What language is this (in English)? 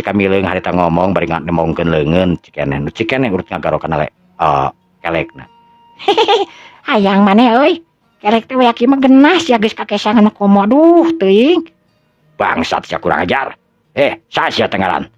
Sundanese